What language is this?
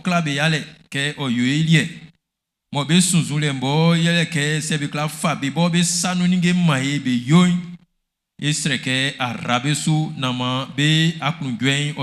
Baoulé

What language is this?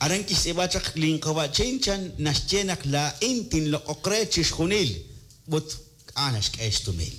Kekchí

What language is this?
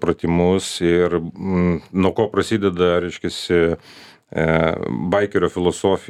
Lithuanian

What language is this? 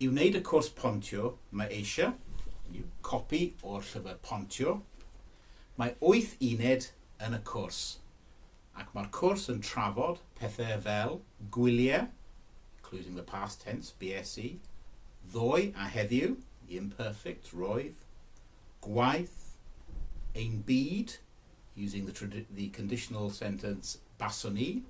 Welsh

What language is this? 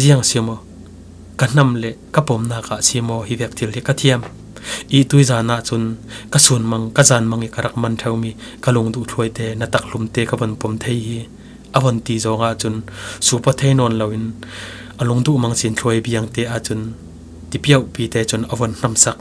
Falam Chin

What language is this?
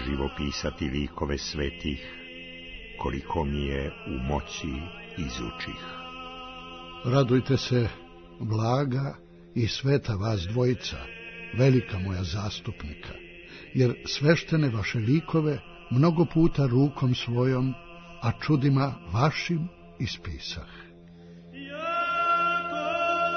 Serbian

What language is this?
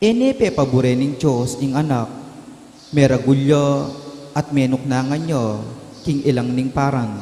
Pampanga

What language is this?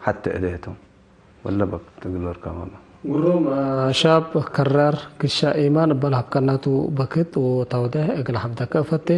Tigre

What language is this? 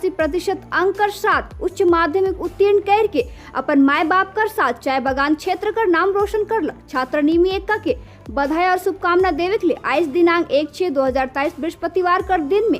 Sadri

